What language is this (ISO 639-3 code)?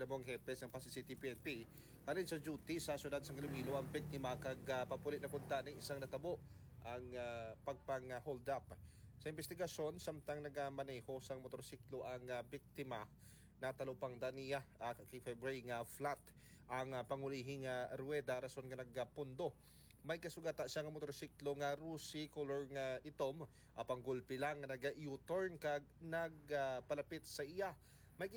hil